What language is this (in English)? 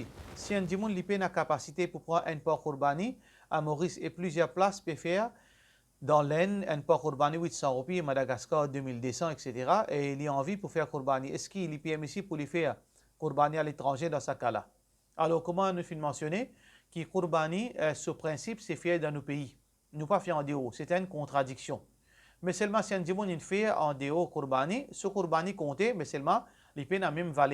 Morisyen